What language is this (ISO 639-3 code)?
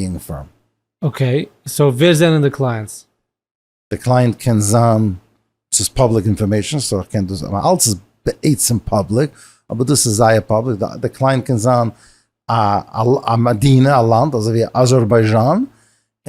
yid